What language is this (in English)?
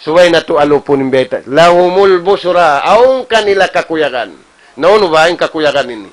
Tausug